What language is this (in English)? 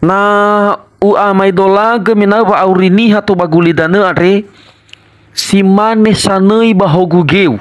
Nias